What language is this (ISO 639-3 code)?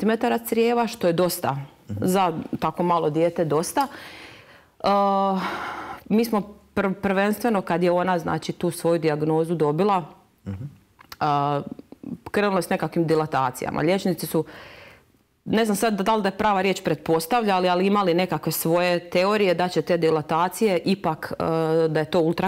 hrv